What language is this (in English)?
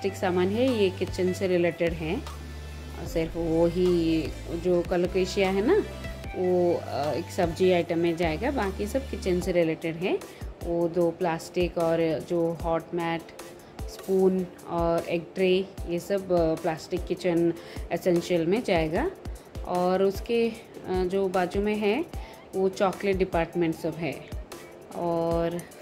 Hindi